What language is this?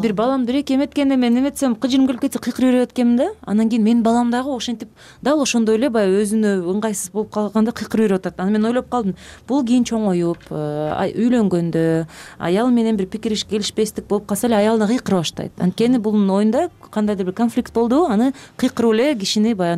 Kyrgyz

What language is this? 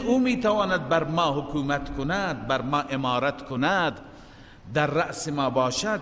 Persian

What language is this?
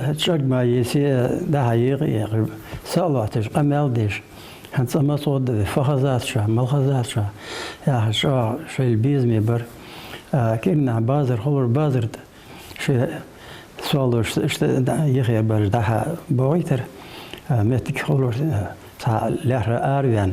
Ingush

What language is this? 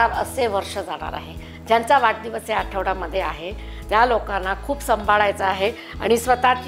Marathi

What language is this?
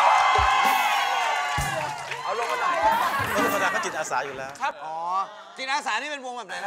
Thai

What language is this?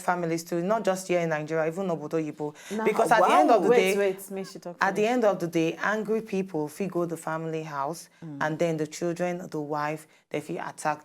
Nigerian Pidgin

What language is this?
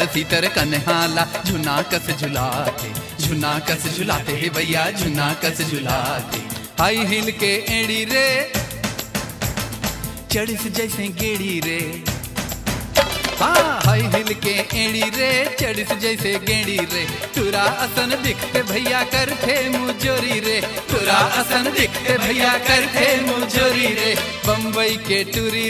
Chhattisgarhi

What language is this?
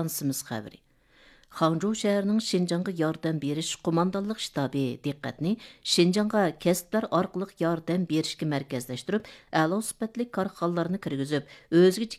Uyghur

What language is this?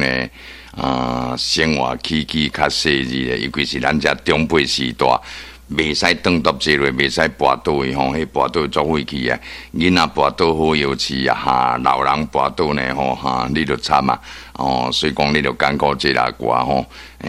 Min Nan Chinese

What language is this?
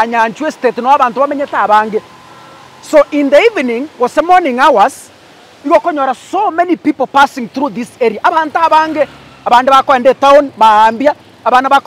Gusii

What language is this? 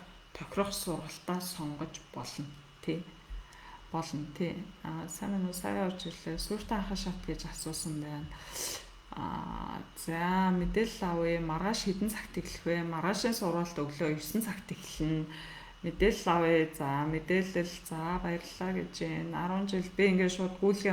Mongolian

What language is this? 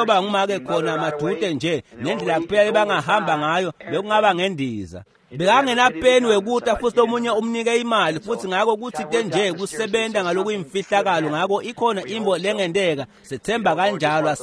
Swati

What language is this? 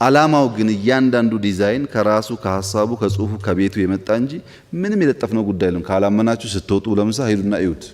Amharic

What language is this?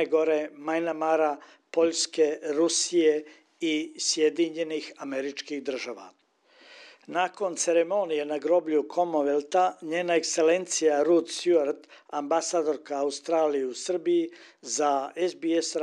Serbian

